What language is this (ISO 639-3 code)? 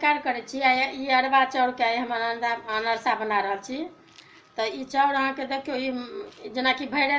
mai